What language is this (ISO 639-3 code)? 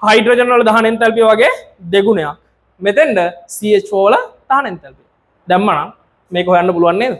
sin